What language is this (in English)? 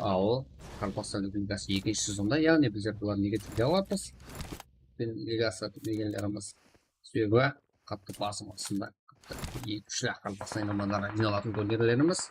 Kara-Kalpak